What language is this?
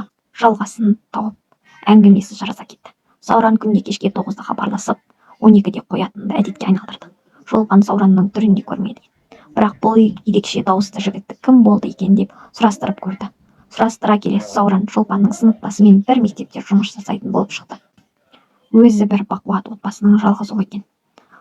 Kazakh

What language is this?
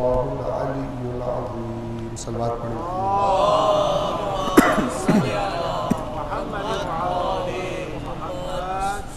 Urdu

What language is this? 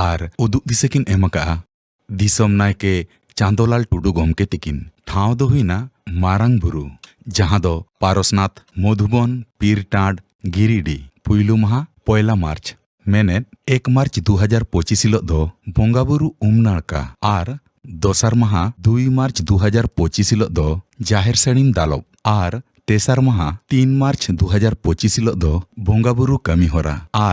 Santali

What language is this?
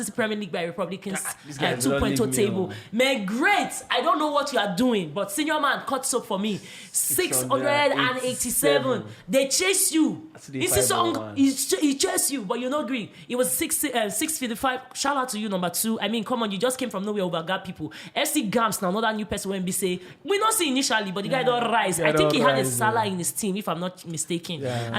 Nigerian Pidgin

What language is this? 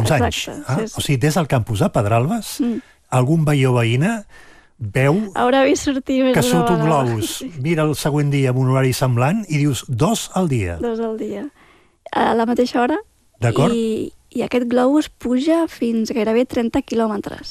Catalan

